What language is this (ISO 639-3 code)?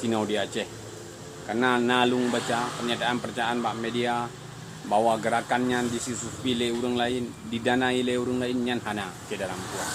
ace